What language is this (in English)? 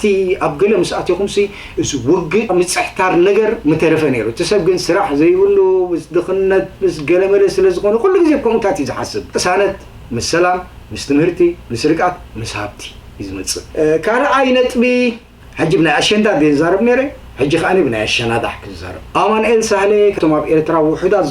Tigrinya